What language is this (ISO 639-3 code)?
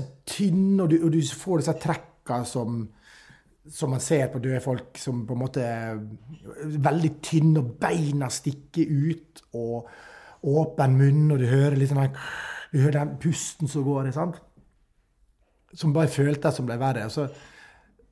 nor